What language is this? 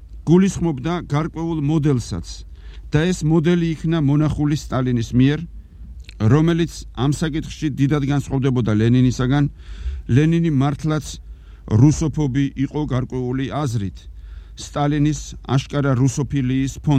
Georgian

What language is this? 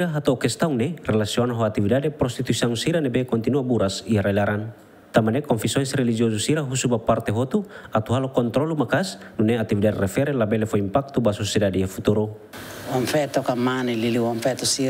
Tetum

